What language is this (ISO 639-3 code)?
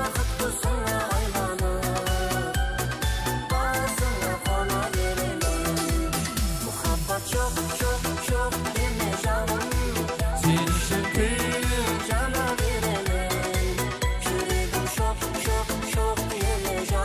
kaa